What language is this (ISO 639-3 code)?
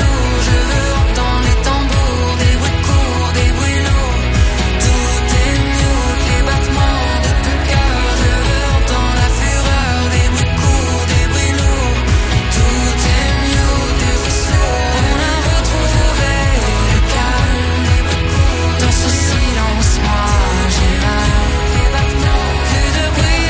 fra